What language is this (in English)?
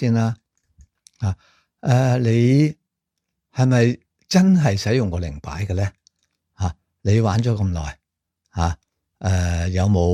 Cantonese